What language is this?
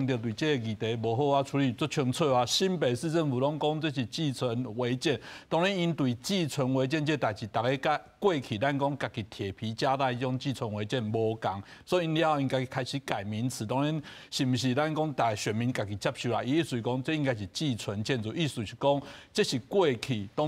Min Nan Chinese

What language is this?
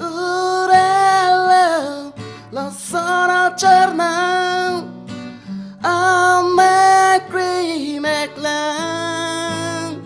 Karbi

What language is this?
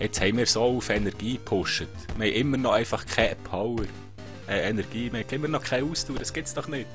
Swiss German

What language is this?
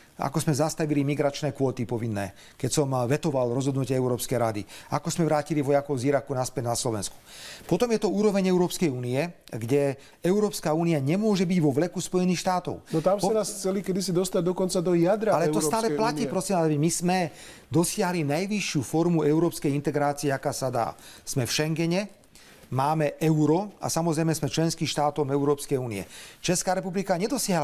Slovak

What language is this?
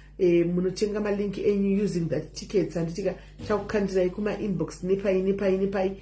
Shona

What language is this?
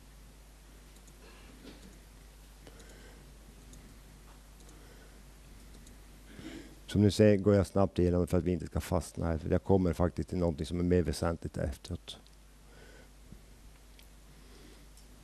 Swedish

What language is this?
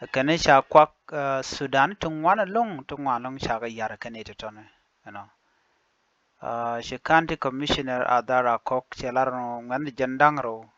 Nuer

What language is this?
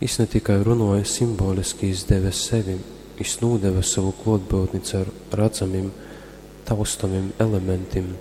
Latgalian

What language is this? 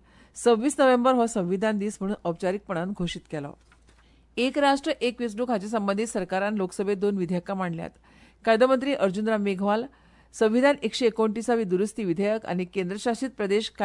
Konkani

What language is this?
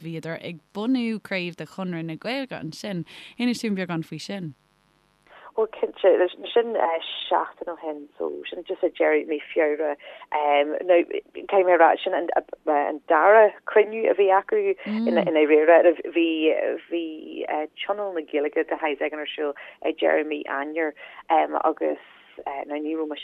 Irish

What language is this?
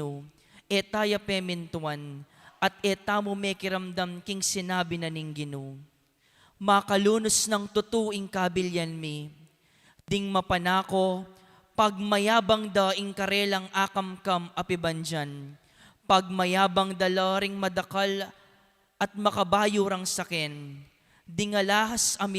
Pampanga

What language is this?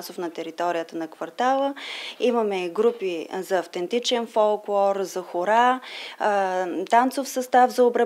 Bulgarian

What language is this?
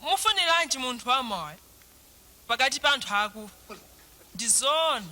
Nyanja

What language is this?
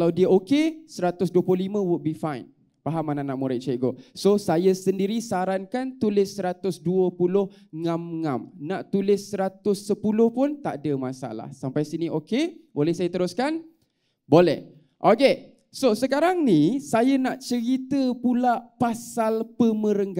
Malay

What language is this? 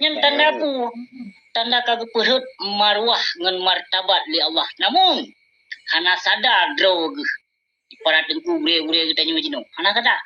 Achinese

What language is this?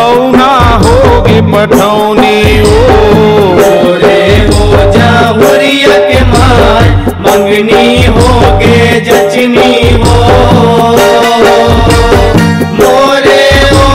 Chhattisgarhi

